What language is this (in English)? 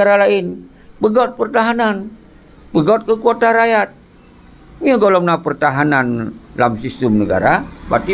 Achinese